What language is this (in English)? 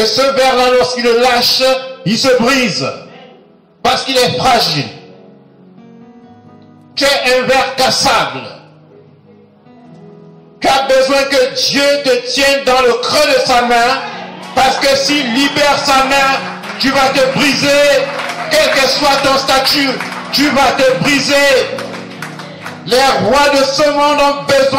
French